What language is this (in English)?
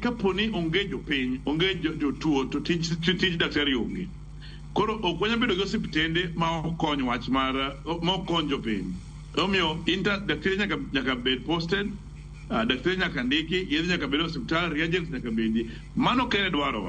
Luo (Kenya and Tanzania)